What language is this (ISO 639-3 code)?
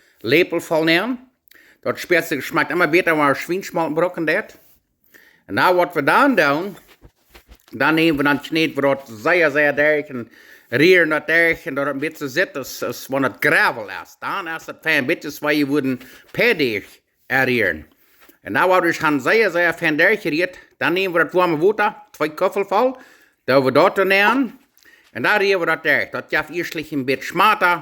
pdt